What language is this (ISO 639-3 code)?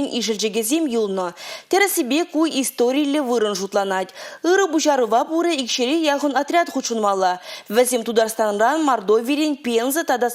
chv